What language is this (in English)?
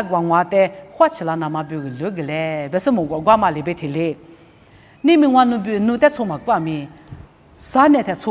Lisu